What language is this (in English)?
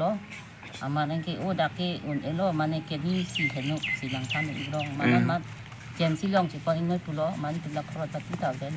Karbi